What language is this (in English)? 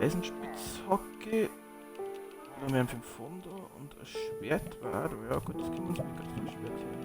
Bavarian